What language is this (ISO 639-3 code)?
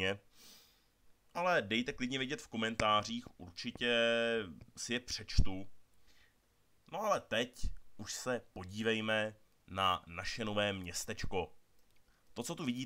ces